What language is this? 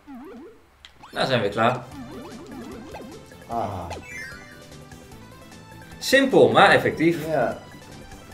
Dutch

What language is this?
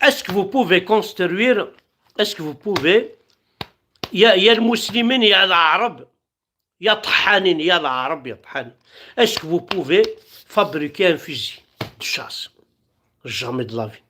Kabyle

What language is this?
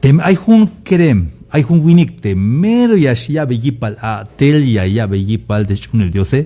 Tzeltal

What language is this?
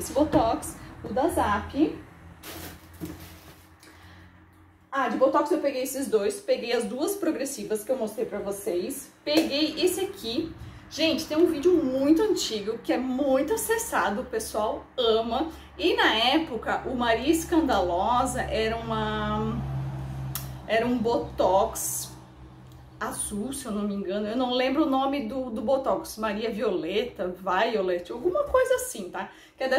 Portuguese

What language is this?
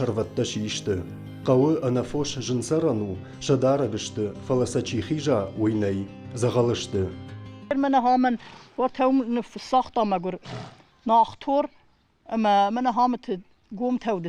Ossetic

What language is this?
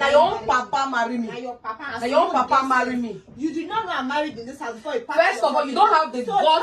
Nigerian Pidgin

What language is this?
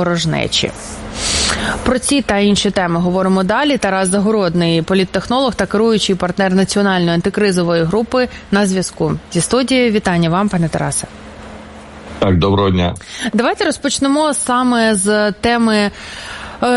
Ukrainian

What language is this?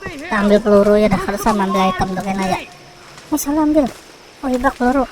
Banjar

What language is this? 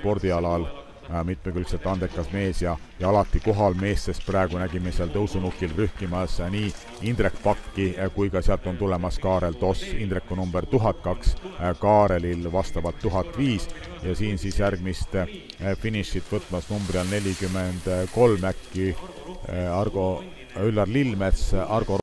Estonian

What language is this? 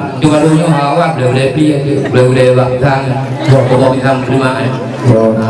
Achinese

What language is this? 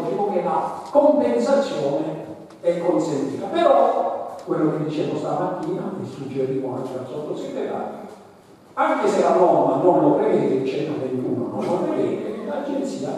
Italian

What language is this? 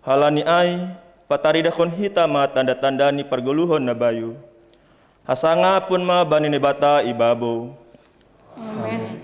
Batak Simalungun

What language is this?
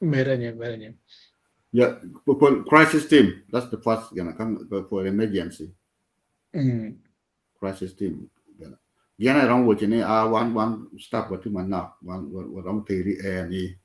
Acoli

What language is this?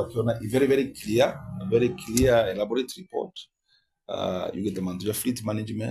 Meru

